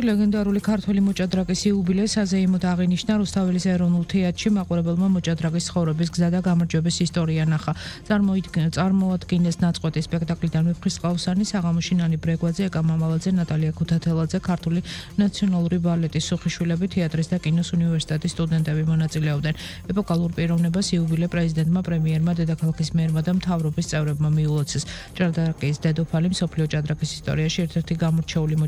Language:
Georgian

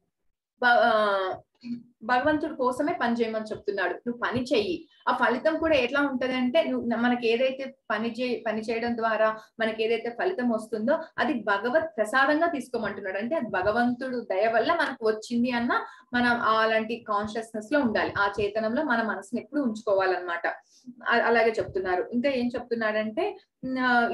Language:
Telugu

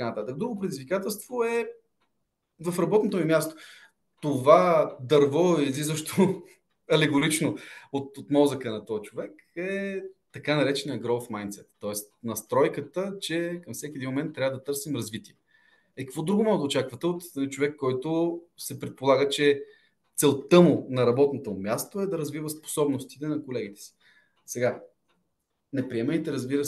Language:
Bulgarian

